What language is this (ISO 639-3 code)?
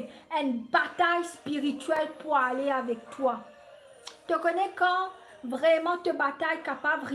mfe